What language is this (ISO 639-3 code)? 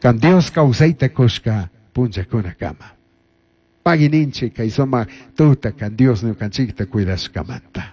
qug